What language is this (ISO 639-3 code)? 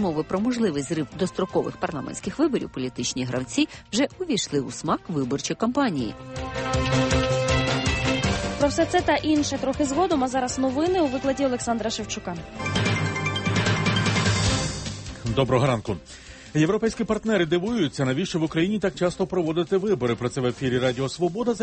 ukr